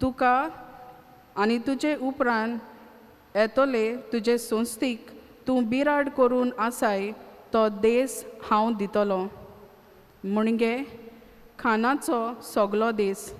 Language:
Konkani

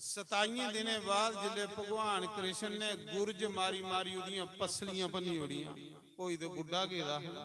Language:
Dogri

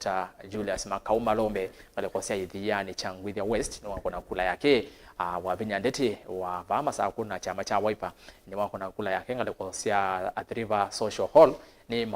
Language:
Kamba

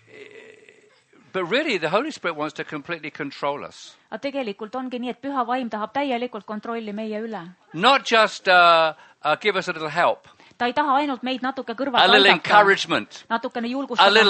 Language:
Estonian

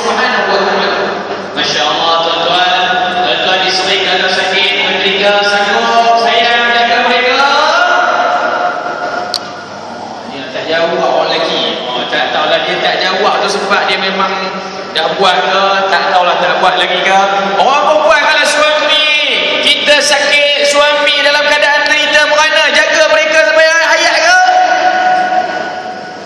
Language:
Malay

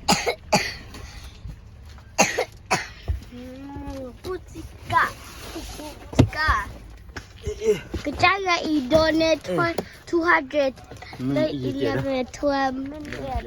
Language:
S'gaw Karen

